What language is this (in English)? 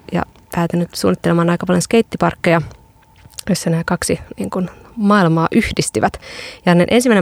Finnish